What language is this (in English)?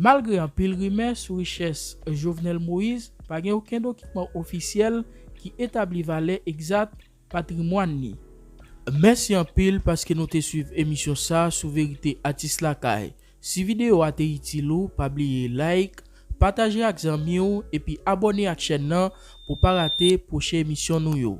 Haitian Creole